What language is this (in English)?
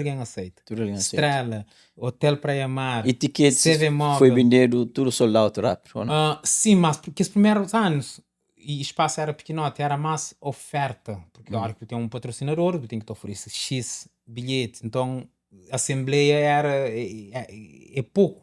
Kabuverdianu